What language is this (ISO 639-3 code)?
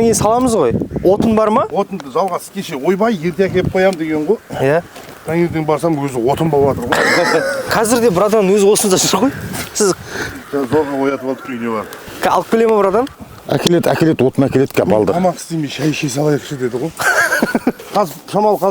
kaz